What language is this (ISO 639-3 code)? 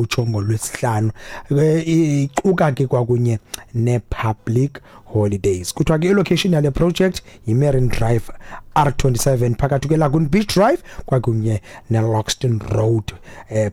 xho